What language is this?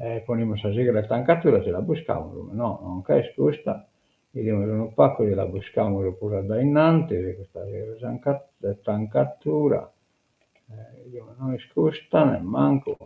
Sardinian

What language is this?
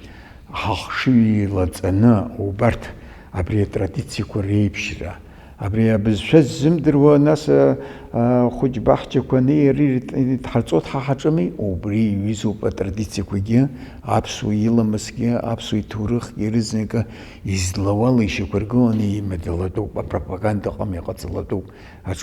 Abkhazian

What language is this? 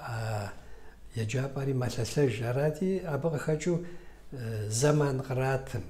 Kabardian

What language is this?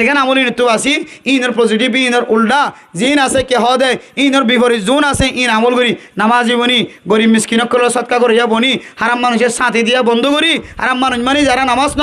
Rohingya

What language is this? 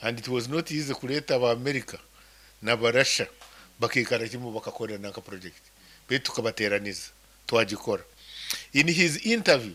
Nyankole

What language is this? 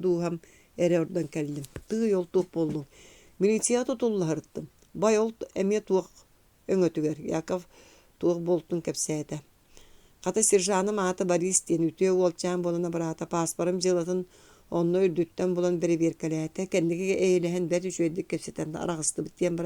Yakut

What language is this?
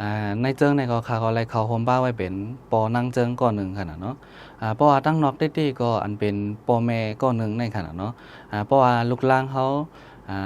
Shan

